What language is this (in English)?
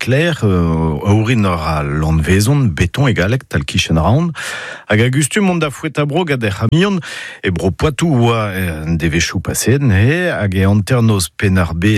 Breton